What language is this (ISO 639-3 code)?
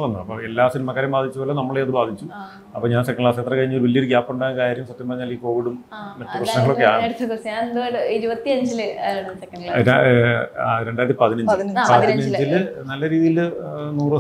mal